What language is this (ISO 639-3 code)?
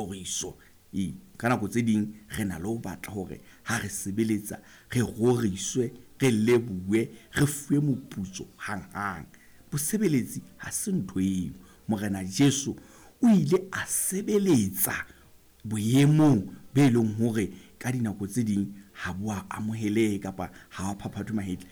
sot